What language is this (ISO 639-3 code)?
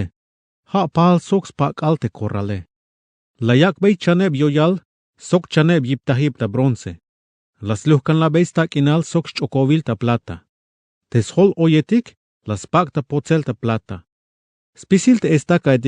tzh